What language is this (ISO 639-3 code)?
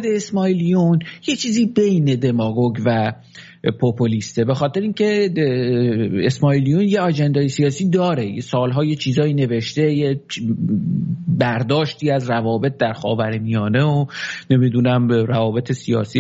fas